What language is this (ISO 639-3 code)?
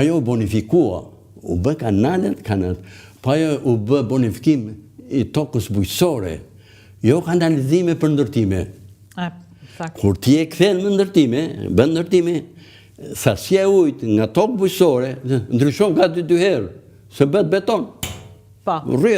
sqi